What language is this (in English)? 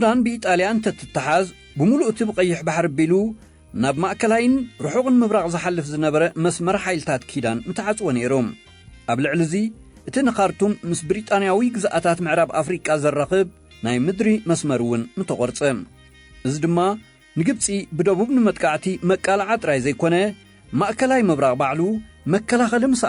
Tigrinya